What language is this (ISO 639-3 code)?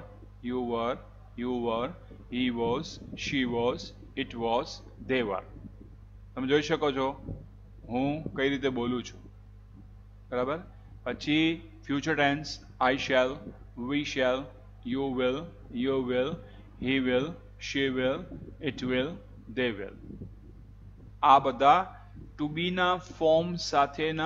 guj